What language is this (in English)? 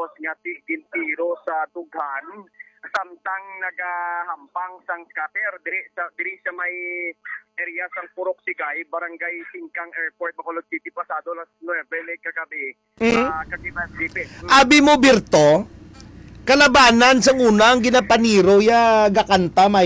Hiligaynon